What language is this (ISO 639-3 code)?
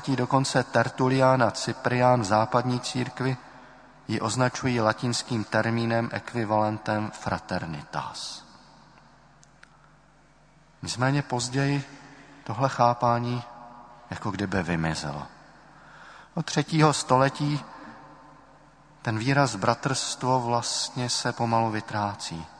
ces